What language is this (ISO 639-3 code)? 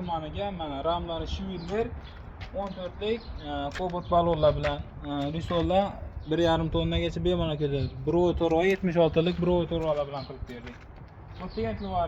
uzb